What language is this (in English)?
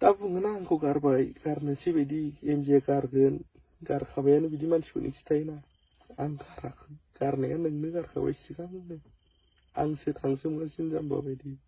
Bodo